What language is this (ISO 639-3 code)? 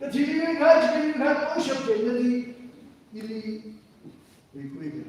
nmf